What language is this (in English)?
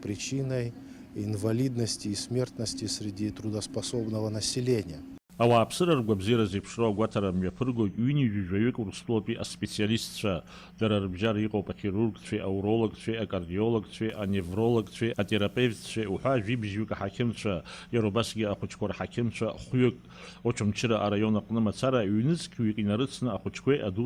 Abkhazian